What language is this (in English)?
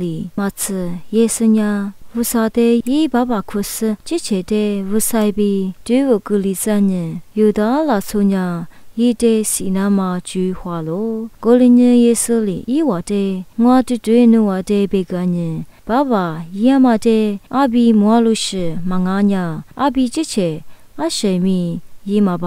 Lisu